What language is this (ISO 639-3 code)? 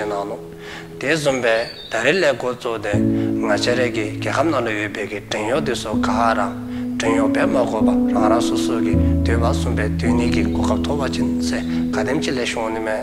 dzo